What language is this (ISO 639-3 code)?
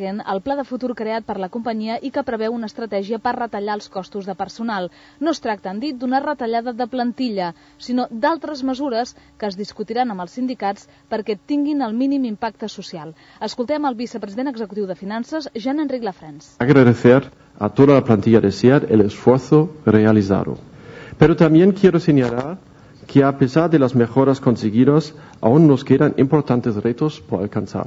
cat